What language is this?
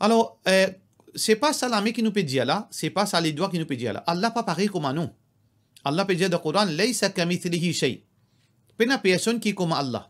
Morisyen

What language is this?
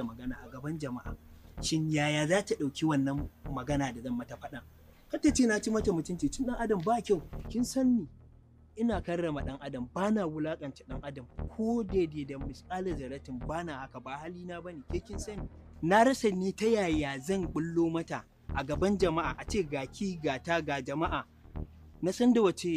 Hausa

